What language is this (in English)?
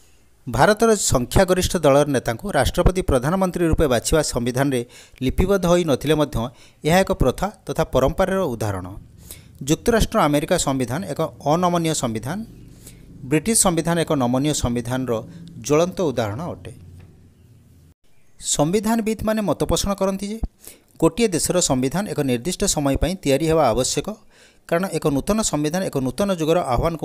Odia